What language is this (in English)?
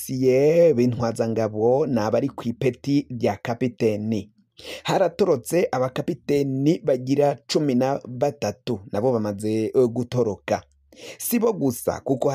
Rundi